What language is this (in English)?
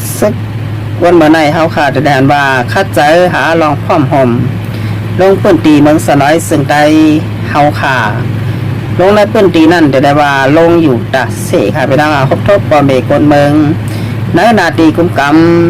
Shan